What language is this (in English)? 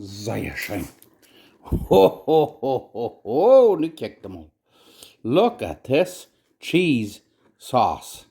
Plautdietsch